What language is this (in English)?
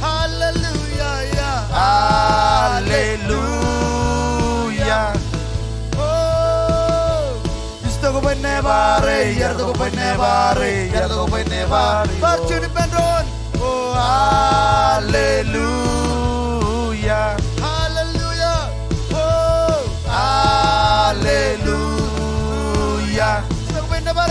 Marshallese